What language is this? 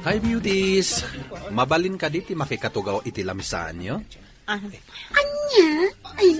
Iloko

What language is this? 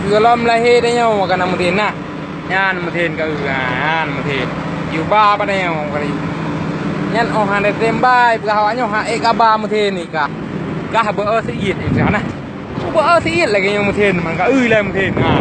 Achinese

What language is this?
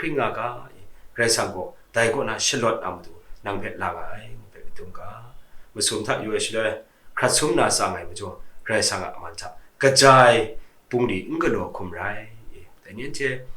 Kachin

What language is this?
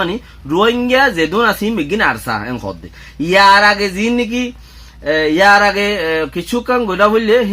Rohingya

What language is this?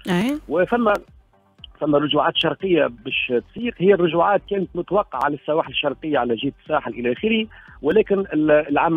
Tunisian Arabic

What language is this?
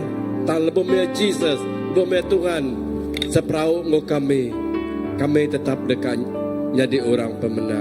Iban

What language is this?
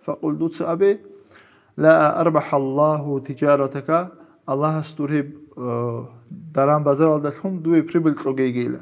Avaric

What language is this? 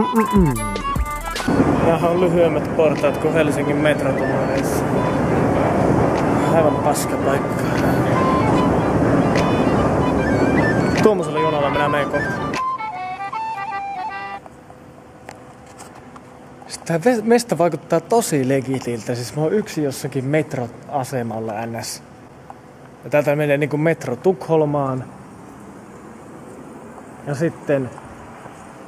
Finnish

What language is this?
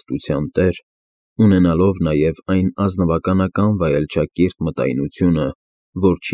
Armenian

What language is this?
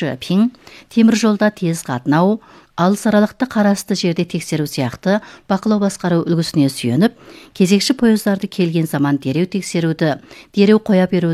Kazakh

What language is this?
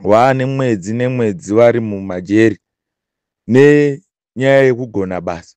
Shona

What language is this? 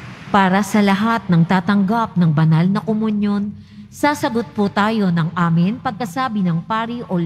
Filipino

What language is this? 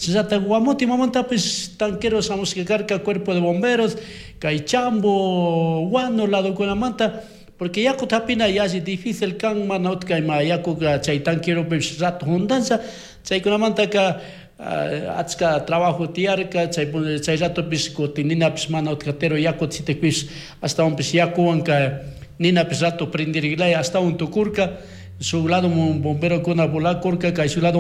Chimborazo Highland Quichua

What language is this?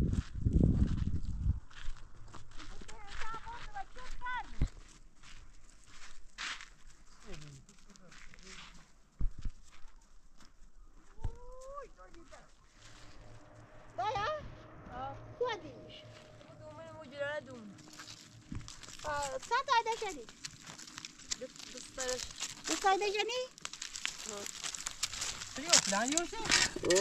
Persian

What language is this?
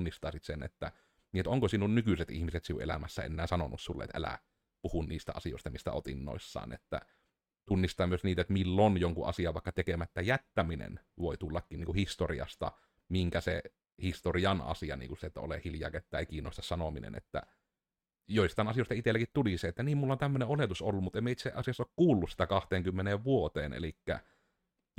Finnish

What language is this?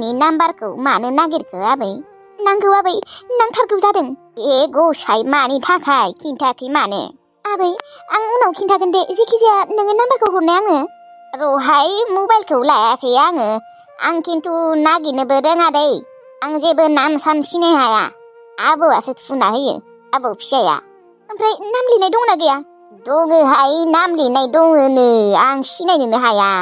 Bodo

